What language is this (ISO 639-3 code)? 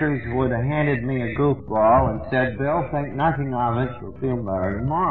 eng